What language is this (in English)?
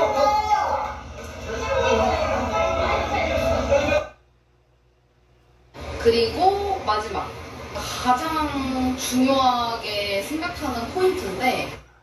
Korean